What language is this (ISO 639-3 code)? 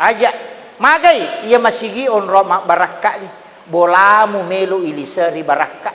bug